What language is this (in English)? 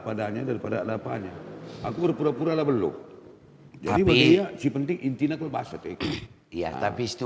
Batak Karo